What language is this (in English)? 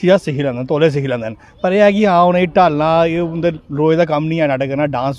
Dogri